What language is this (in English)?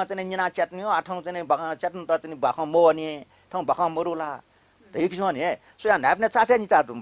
Newari